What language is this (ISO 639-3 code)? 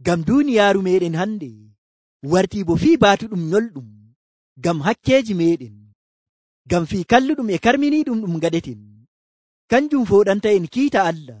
fuv